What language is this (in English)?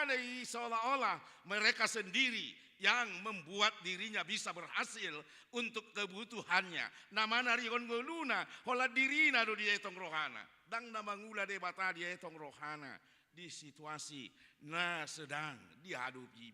Batak Toba